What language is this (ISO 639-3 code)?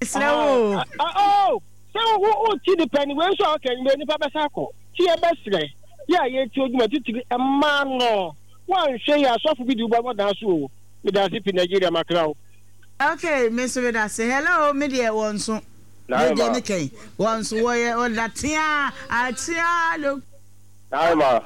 aka